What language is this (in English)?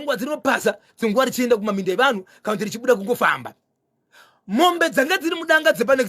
Shona